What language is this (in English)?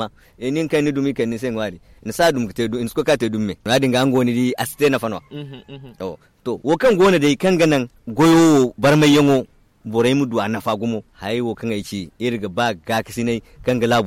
Zarma